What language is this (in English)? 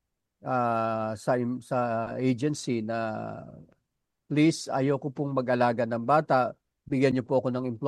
Filipino